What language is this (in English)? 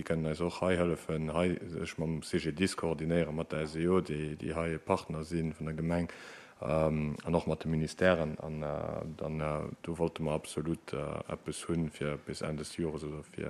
Luxembourgish